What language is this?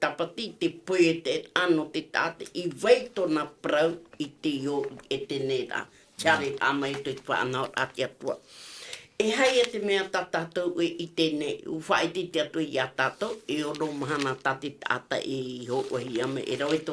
Tahitian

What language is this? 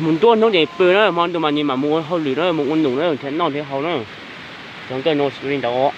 Hmong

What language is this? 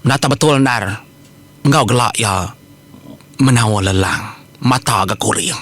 Iban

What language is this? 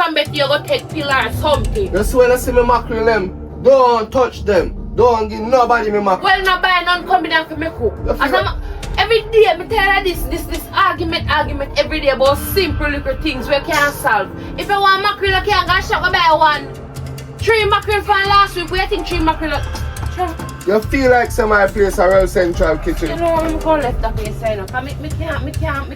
Jamaican Creole English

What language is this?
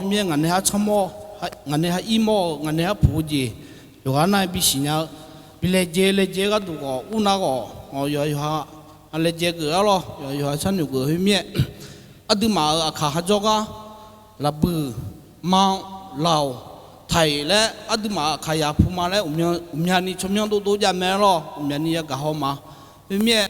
Akha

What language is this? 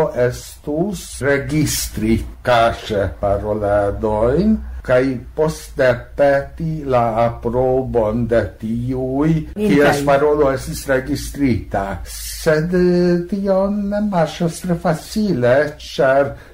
Esperanto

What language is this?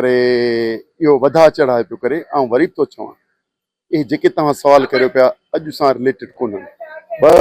Sindhi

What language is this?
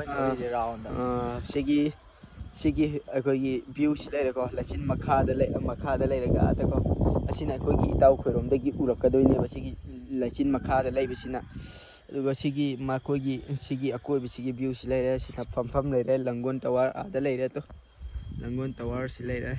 Manipuri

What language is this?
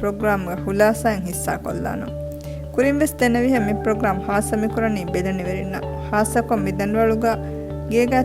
Divehi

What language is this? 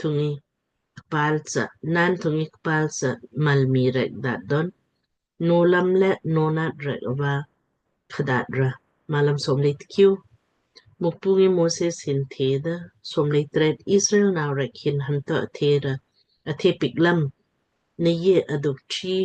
Lamkang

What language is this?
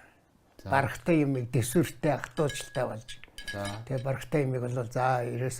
Mongolian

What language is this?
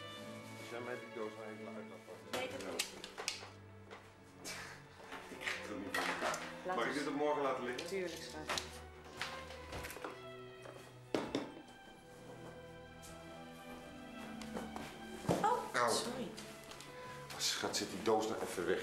Dutch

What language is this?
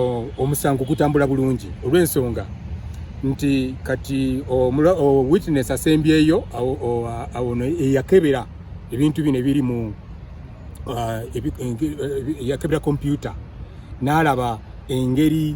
Ganda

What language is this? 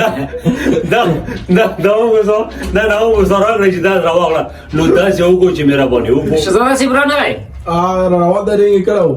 Pashto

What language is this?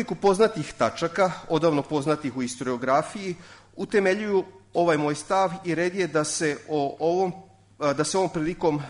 Serbian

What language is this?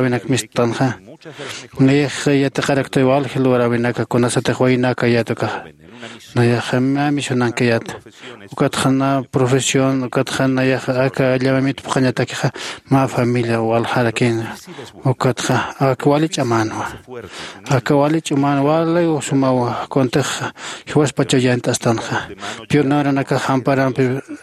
Aymara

